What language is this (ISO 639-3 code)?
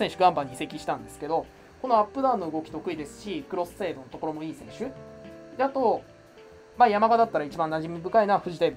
jpn